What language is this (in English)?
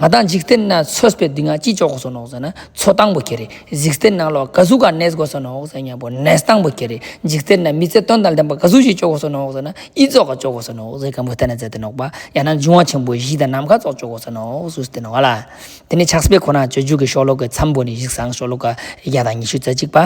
Ladakhi